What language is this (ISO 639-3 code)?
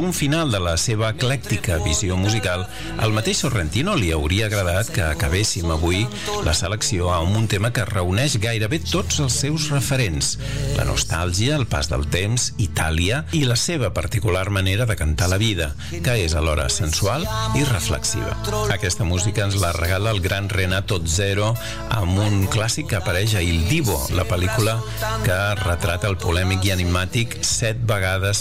cat